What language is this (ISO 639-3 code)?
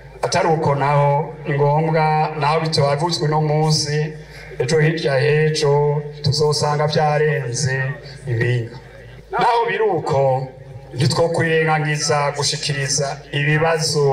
run